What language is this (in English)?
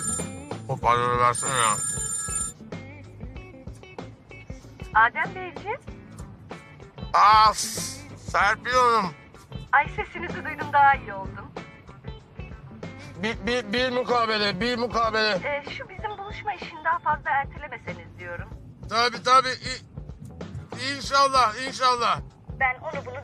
Turkish